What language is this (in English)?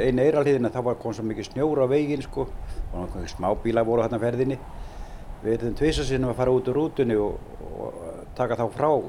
Icelandic